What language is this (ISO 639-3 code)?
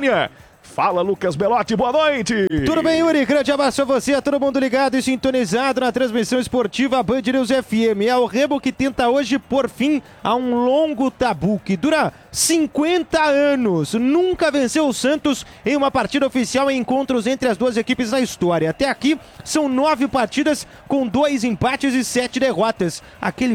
por